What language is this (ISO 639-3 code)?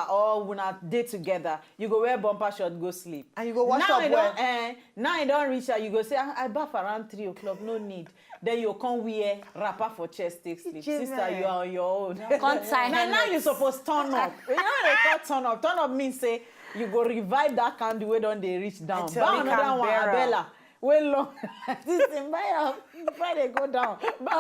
pcm